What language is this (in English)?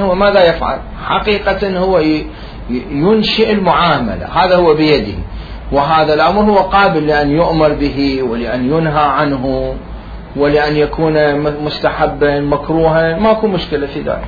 Mesopotamian Arabic